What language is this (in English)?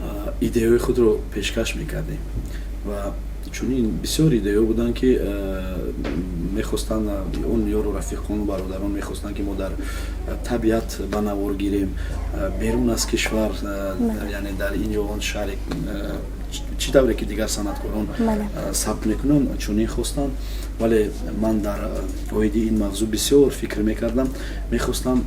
Tajik